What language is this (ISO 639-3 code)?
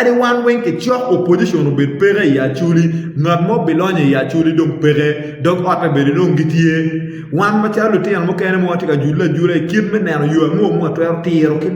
ach